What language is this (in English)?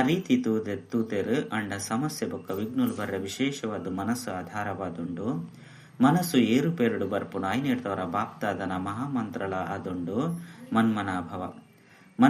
Tulu